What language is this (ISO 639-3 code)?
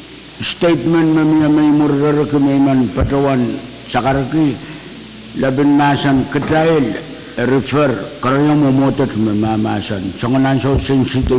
pon